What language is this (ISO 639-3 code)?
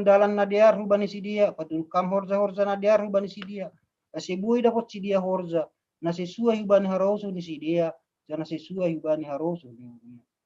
bts